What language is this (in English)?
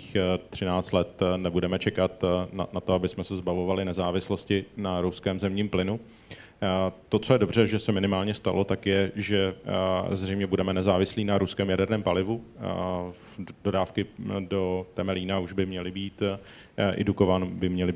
Czech